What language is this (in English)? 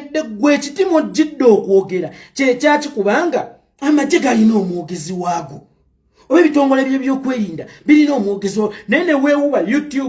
Ganda